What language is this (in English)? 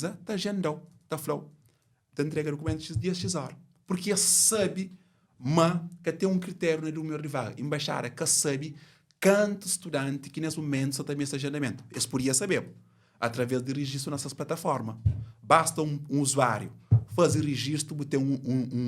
Kabuverdianu